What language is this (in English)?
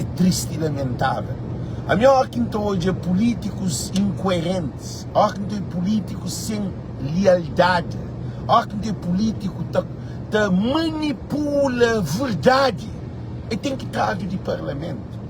Kabuverdianu